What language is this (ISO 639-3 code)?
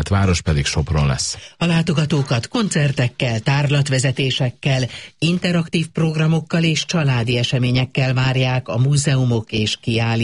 hun